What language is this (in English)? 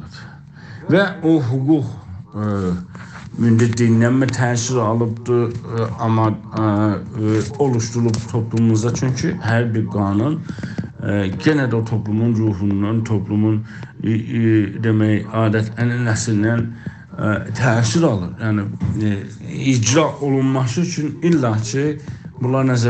South Azerbaijani